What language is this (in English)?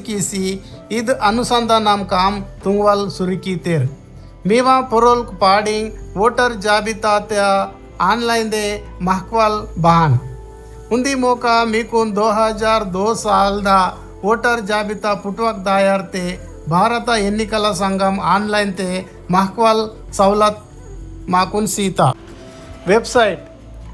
Gondi